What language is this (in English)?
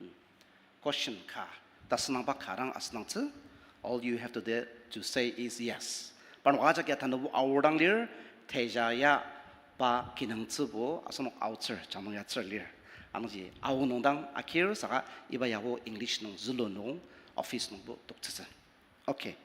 Ao Naga